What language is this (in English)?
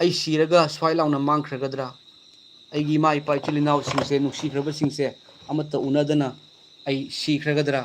Manipuri